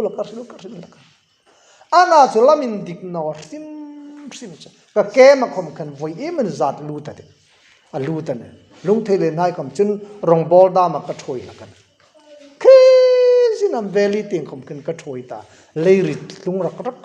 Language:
Hmar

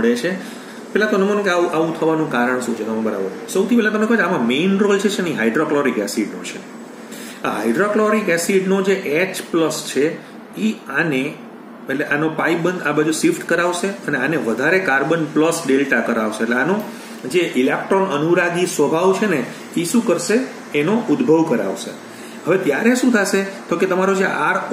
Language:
Gujarati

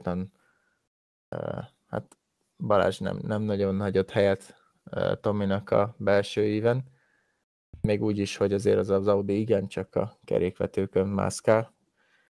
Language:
Hungarian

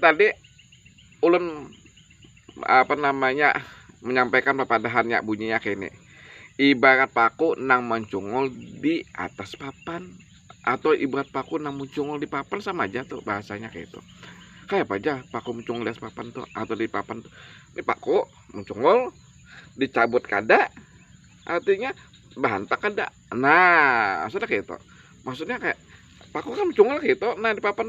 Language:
Banjar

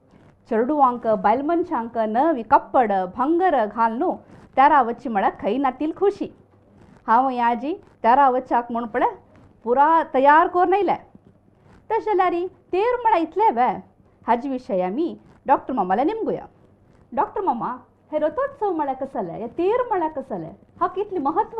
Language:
Konkani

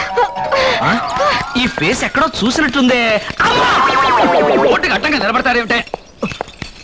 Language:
Telugu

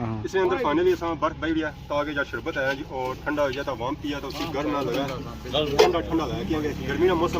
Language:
Pahari-Potwari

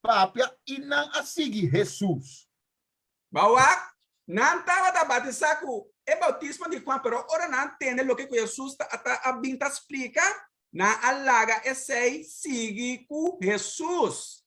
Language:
Papiamento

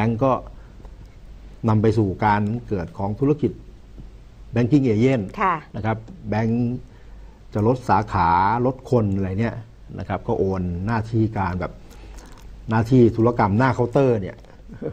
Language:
Thai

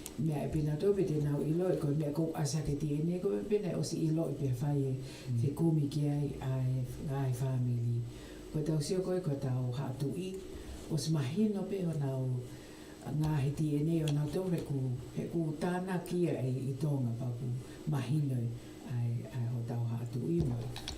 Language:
Tongan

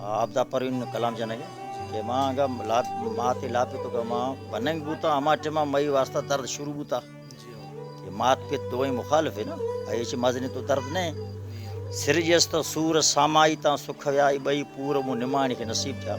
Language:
Baluchi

